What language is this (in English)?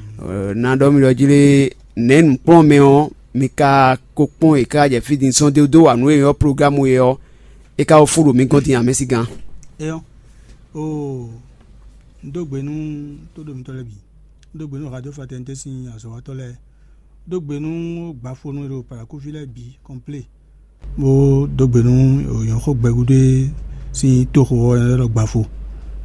Fon